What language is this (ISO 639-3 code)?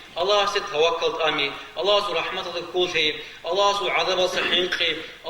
ava